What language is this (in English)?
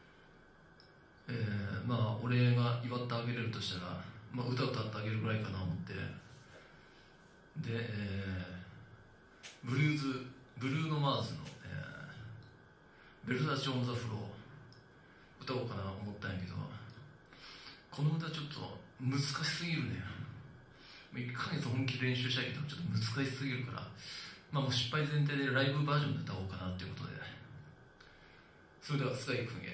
Japanese